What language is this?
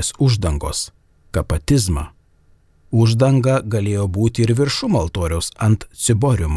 Lithuanian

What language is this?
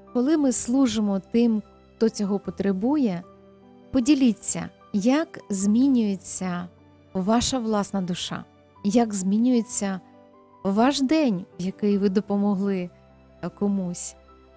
Ukrainian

